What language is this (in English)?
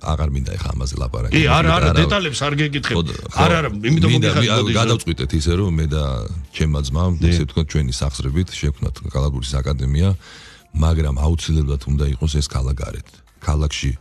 Georgian